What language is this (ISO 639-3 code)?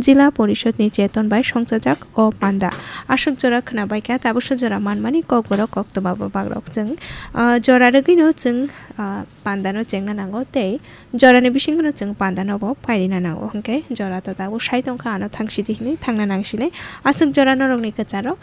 trp